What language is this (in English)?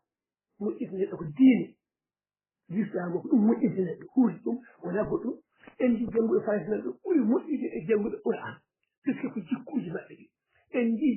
Fula